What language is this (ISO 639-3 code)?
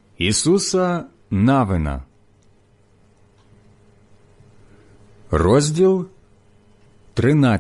ukr